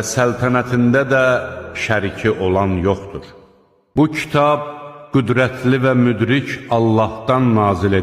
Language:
Azerbaijani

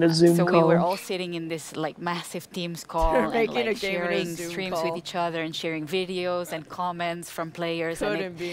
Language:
English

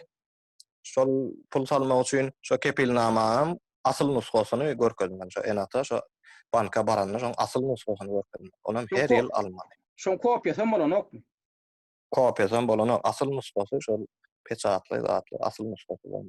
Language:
Turkmen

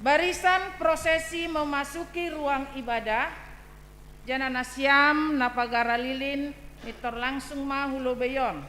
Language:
Batak Simalungun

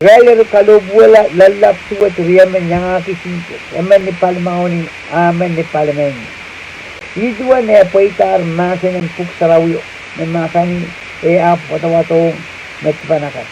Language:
Pohnpeian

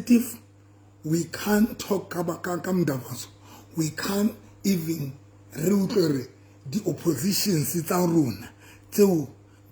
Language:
Southern Sotho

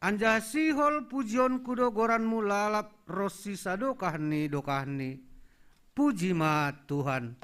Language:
Batak Simalungun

